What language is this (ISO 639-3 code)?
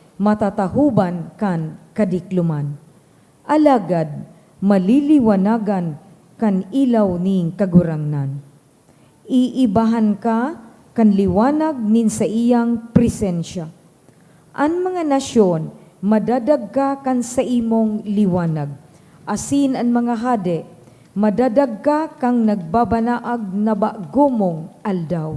bik